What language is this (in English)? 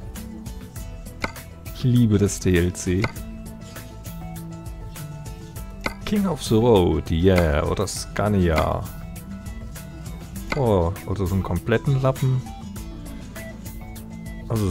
German